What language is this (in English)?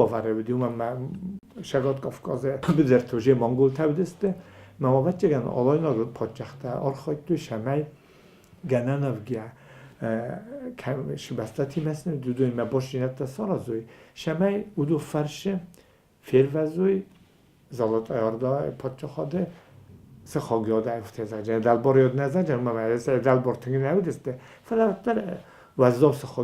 Ossetic